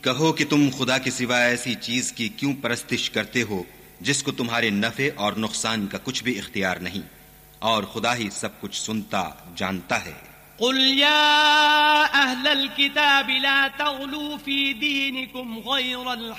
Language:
Urdu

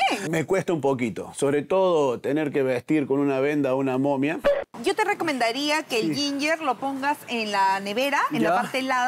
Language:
Spanish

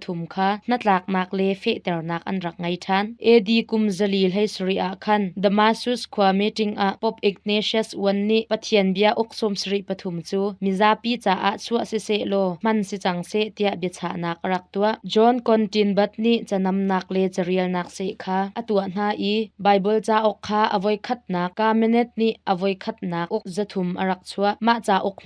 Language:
Hakha Chin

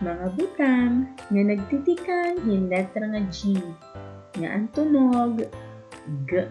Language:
Waray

